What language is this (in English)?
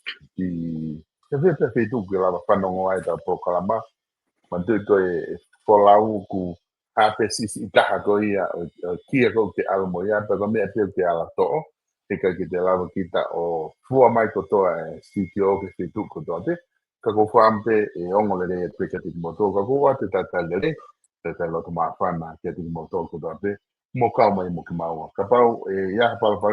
Tongan